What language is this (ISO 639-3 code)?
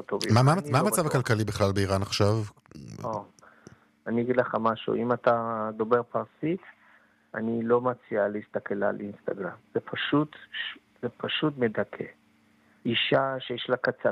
heb